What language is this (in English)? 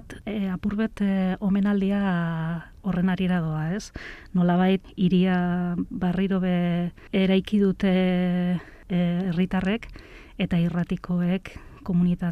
Basque